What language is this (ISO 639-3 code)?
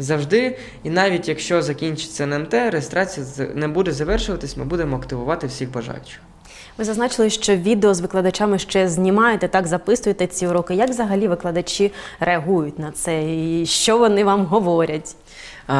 ukr